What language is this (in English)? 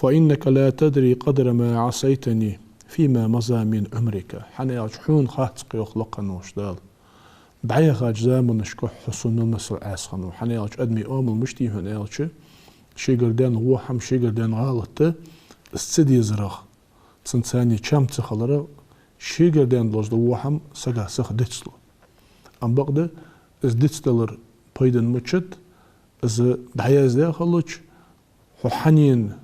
Ingush